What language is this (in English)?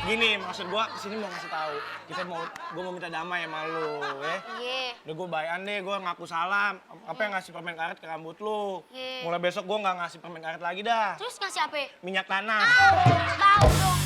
Betawi